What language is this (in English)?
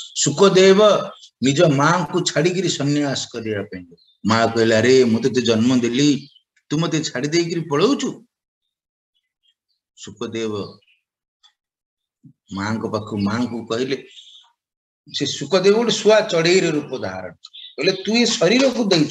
Odia